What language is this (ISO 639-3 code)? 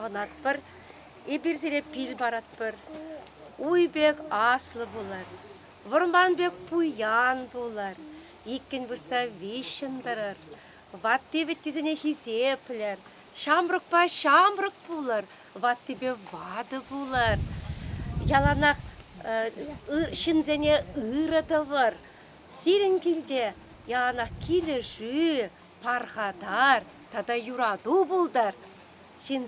chv